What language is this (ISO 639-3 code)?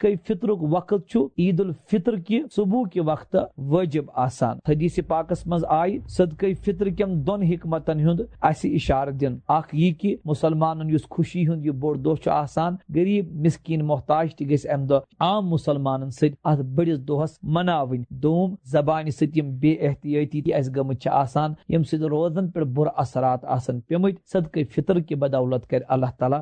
kas